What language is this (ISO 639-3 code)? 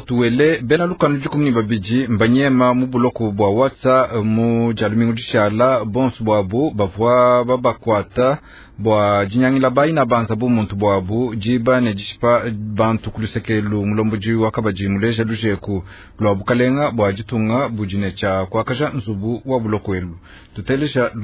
lua